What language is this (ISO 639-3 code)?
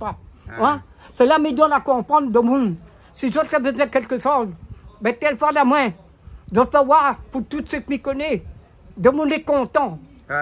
rcf